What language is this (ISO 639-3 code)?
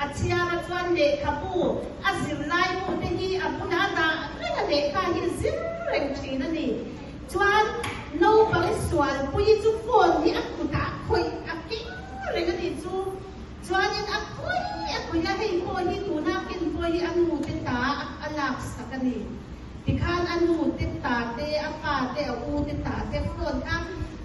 lus